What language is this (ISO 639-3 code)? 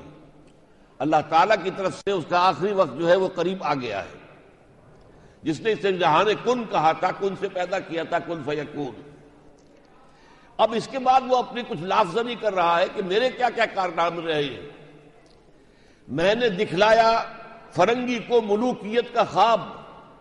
urd